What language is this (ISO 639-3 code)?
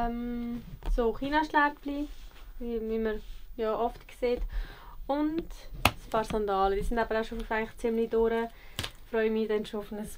gsw